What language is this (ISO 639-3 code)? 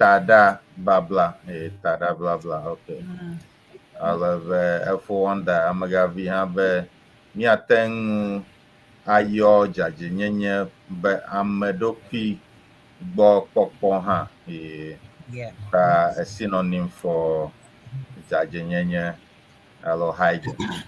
ewe